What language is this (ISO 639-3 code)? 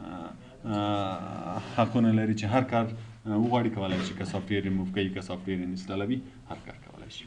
pus